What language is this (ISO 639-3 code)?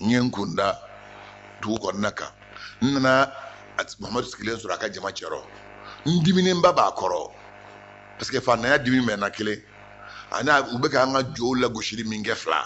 bam